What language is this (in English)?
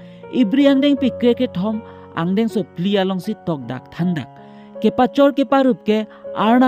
Karbi